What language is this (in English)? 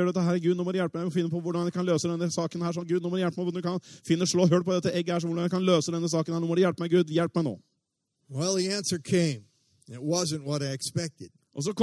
Norwegian